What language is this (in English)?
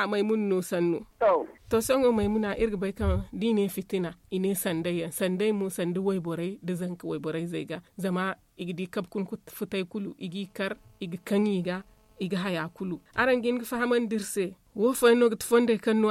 Zarma